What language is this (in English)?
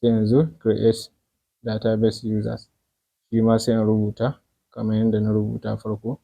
Hausa